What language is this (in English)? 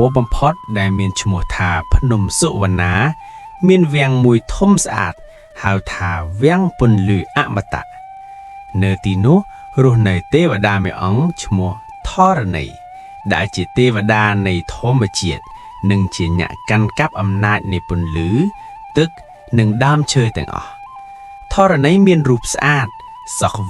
Khmer